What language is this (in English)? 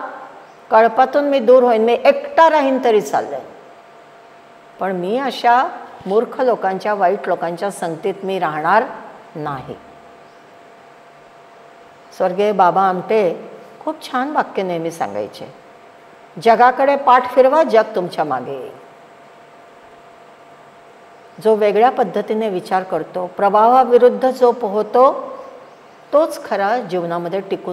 Marathi